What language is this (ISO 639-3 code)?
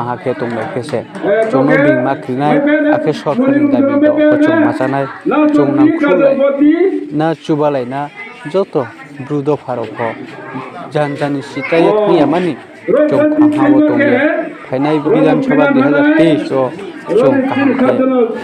ria